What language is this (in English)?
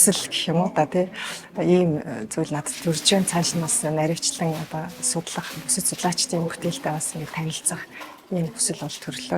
Mongolian